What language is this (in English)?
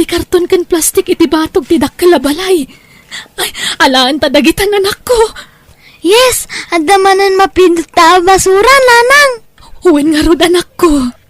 Iloko